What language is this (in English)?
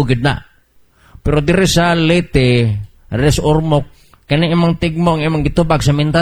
Cebuano